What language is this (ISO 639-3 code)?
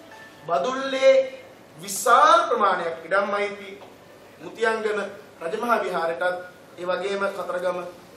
sin